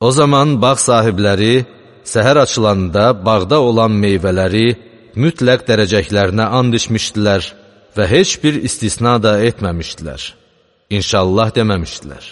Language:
Azerbaijani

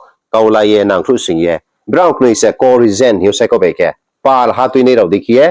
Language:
Riang (India)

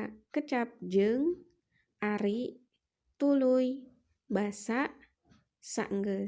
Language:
Sundanese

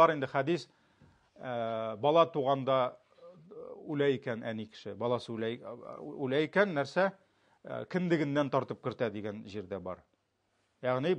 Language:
Tatar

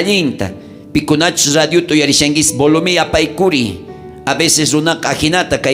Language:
South Bolivian Quechua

